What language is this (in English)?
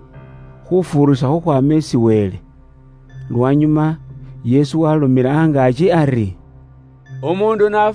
Luyia